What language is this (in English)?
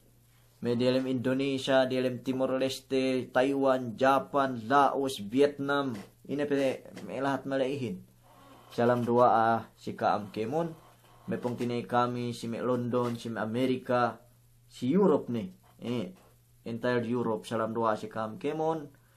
Yakan